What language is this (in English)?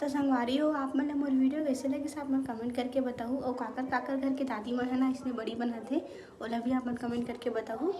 Chhattisgarhi